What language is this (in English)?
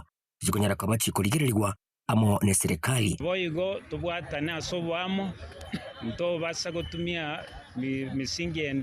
Gusii